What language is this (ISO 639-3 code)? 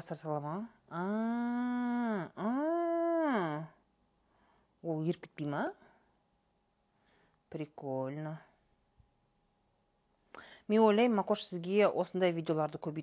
kaz